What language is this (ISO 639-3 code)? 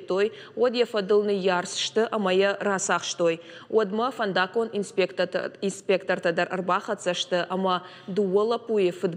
oss